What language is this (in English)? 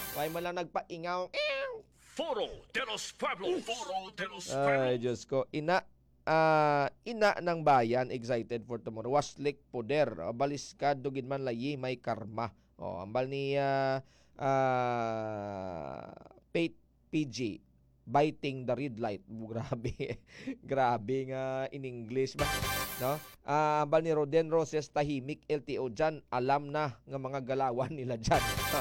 Hiligaynon